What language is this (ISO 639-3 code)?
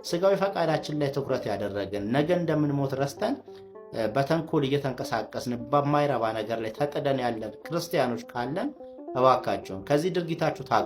amh